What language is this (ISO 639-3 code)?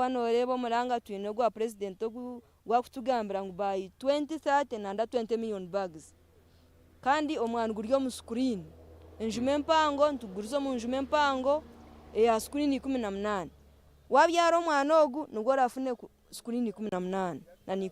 nyn